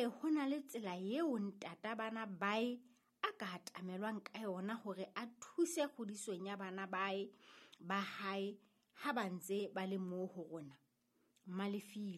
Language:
Southern Sotho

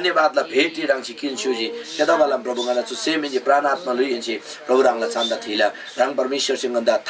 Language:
Eastern Tamang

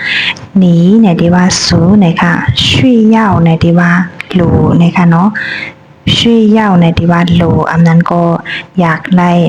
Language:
Shan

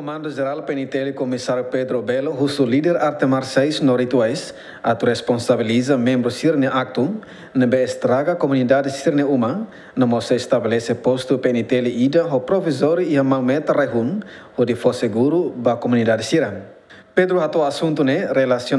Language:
Tetum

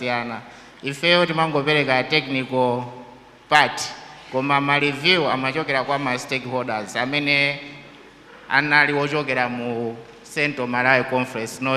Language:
Nyanja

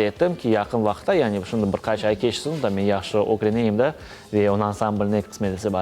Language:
Crimean Tatar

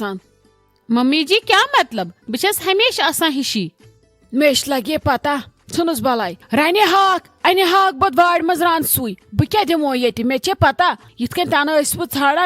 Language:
Kashmiri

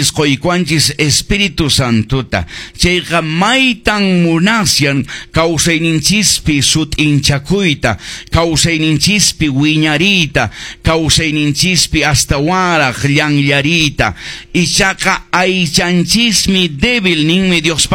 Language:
Quechua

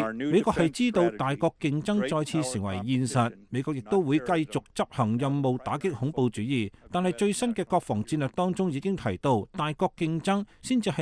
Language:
Cantonese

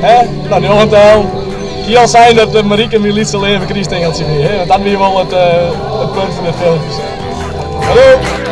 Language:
Western Frisian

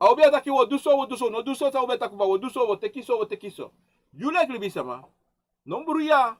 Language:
Sranan Tongo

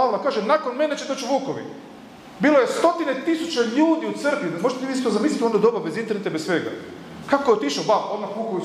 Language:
Croatian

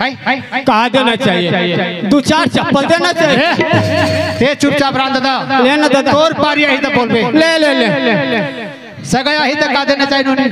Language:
Chhattisgarhi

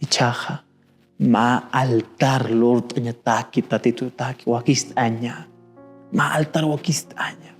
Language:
Aymara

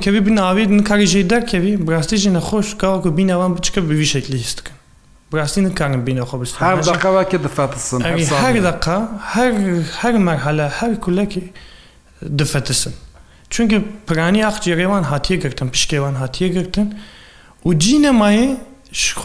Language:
Kurdish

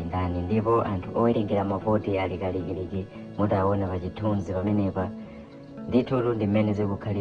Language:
Nyanja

